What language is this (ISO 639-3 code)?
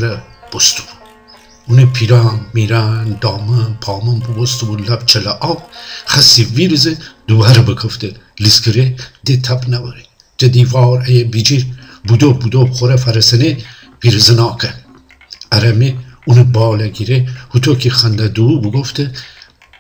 glk